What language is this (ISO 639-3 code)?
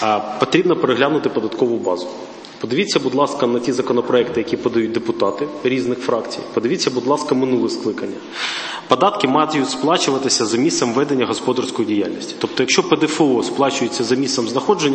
ukr